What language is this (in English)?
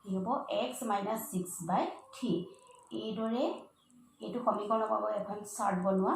Assamese